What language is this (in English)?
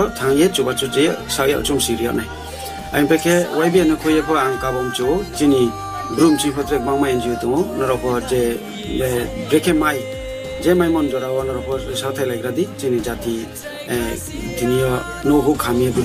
Riang (India)